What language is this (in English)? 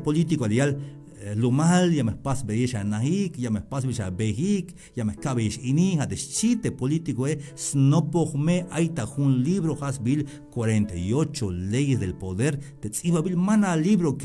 Tzeltal